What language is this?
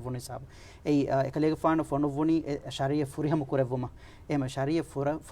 Divehi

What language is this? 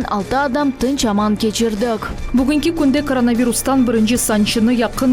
Crimean Tatar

